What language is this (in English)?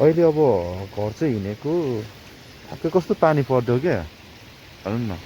Nepali